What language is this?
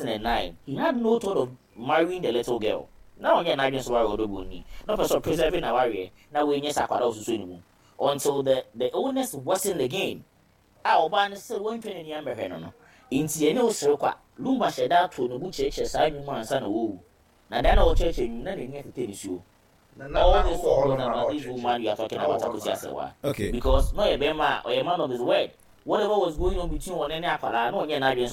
Akan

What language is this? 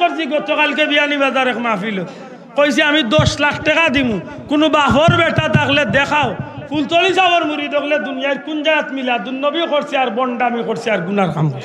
Sylheti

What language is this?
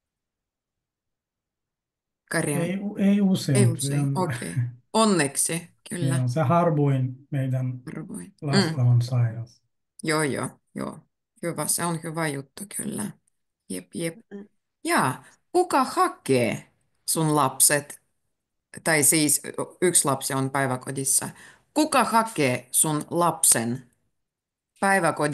Finnish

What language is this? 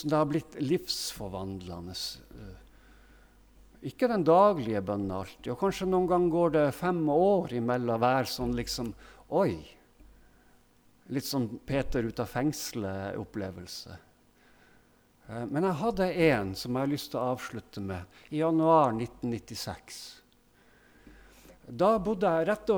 Norwegian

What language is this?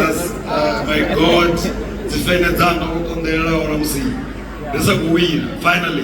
Venda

